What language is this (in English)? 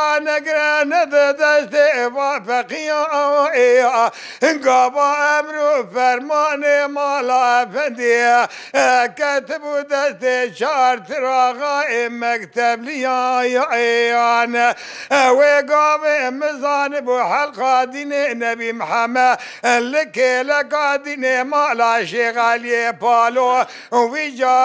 Kurdish